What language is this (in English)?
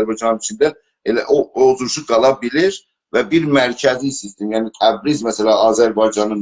South Azerbaijani